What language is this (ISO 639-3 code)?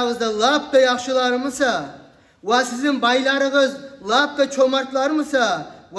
kum